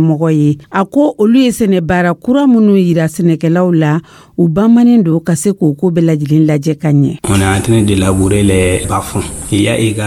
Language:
Dyula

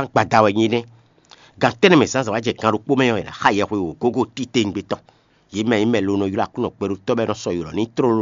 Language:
Fon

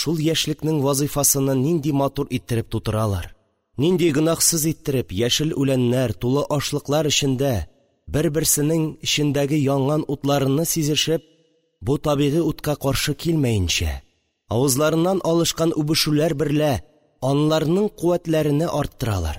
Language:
Tatar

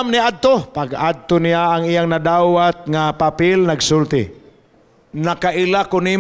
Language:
Cebuano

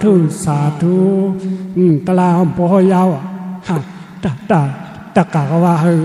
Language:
Shan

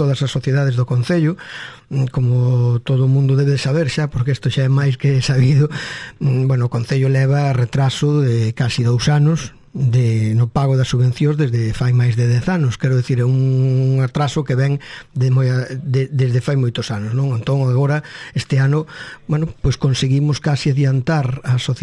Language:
Galician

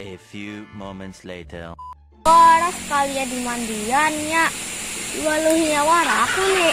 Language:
Banjar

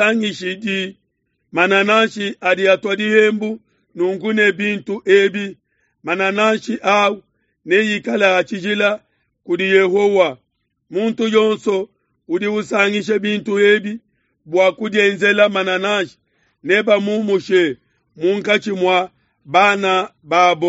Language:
Luba-Lulua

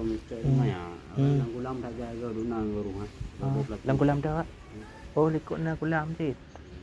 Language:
Achinese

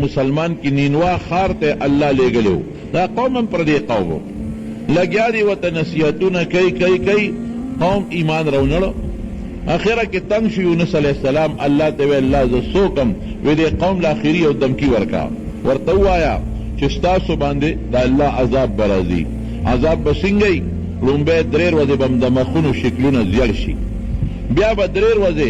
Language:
Pashto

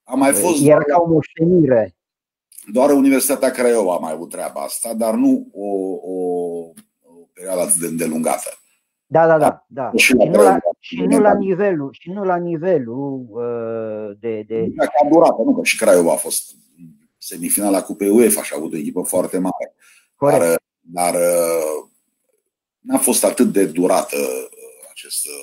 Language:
Romanian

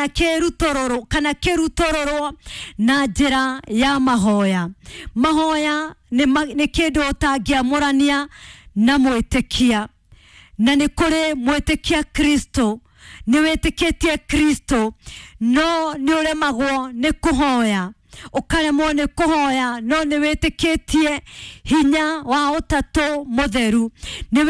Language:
Kikuyu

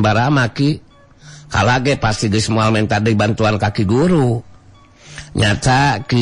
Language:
Sundanese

